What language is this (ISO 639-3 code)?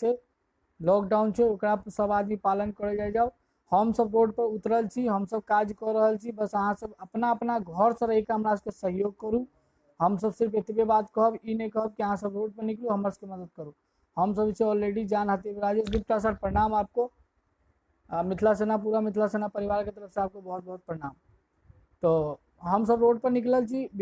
mai